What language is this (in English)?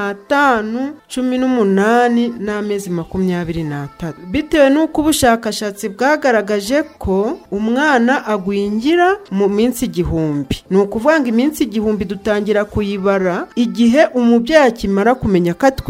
Kinyarwanda